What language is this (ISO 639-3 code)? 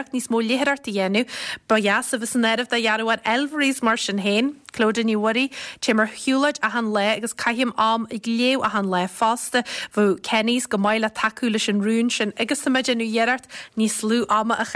gle